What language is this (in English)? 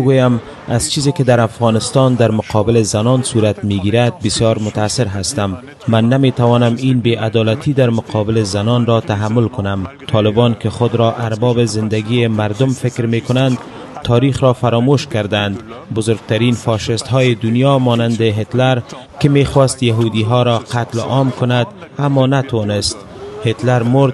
Persian